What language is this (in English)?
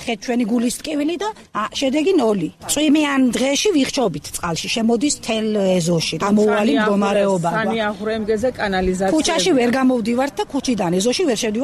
Georgian